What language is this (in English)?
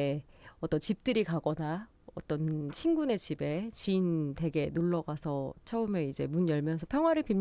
Korean